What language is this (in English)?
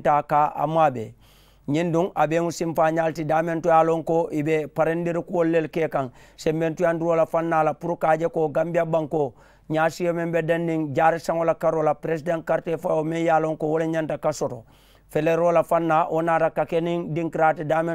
Mandingo